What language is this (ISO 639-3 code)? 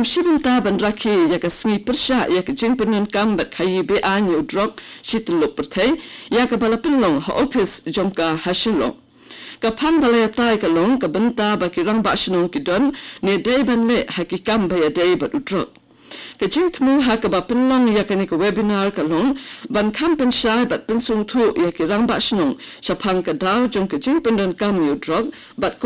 kha